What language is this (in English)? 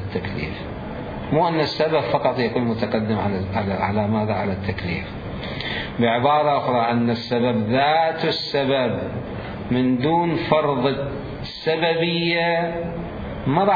Mesopotamian Arabic